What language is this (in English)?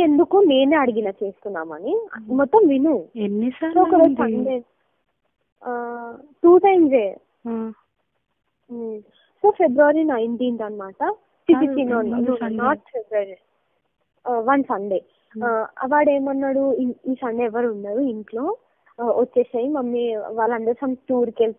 Telugu